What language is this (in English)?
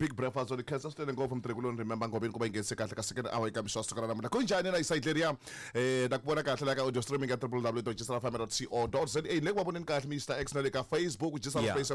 Tsonga